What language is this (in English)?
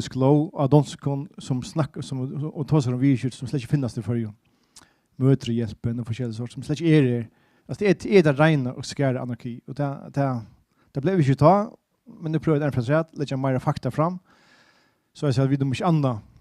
Faroese